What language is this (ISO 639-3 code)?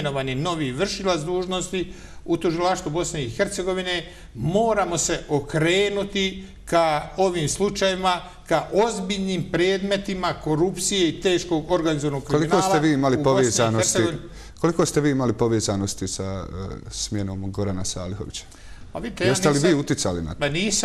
bos